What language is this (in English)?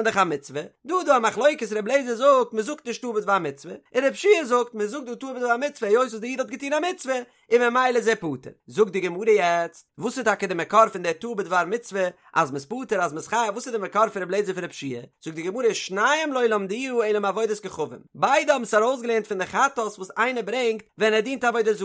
Yiddish